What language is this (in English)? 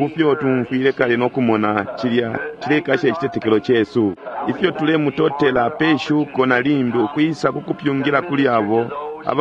Bemba